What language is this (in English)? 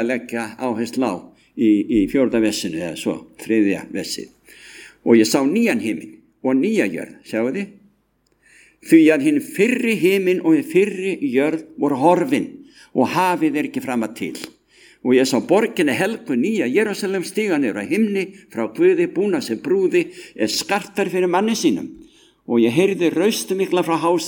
Icelandic